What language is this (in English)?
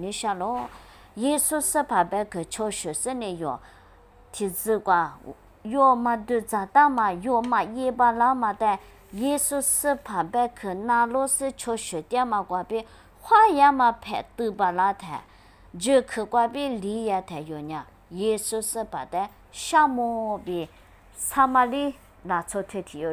Lisu